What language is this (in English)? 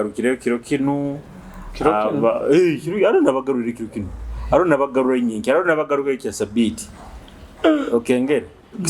Nyoro